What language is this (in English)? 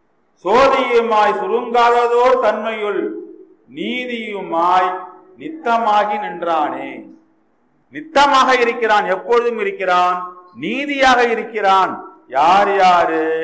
Tamil